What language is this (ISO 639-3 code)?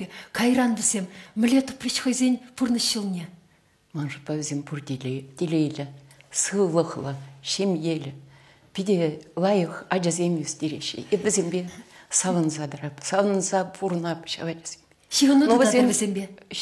chv